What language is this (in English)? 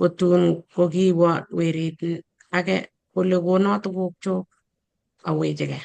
Kalenjin